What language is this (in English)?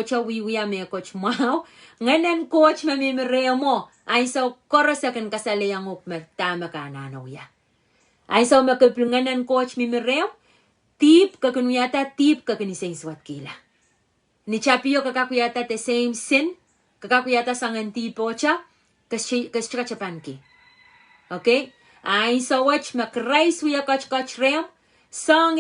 Pohnpeian